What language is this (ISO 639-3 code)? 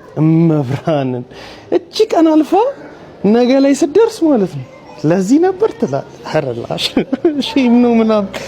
amh